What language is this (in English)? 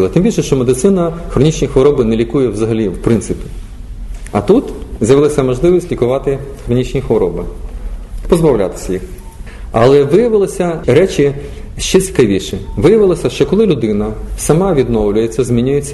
Ukrainian